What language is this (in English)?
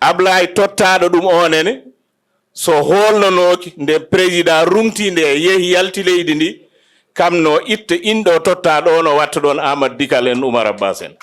Fula